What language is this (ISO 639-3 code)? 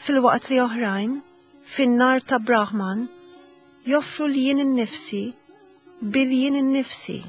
mlt